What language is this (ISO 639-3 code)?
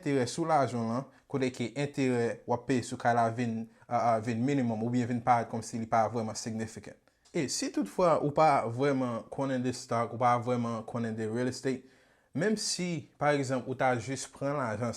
hat